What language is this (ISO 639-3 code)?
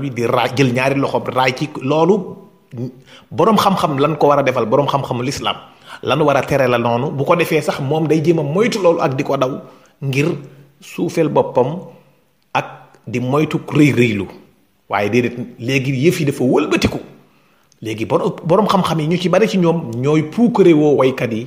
wol